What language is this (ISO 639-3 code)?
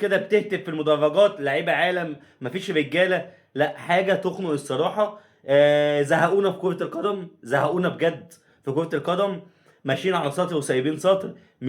arz